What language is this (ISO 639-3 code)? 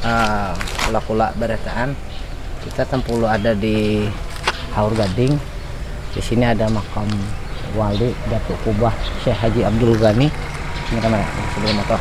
bjn